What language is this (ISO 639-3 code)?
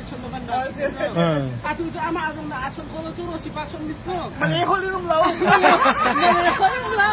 cnh